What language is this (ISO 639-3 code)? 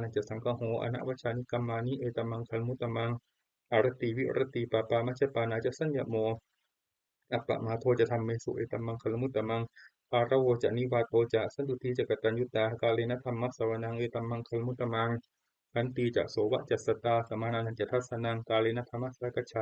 pli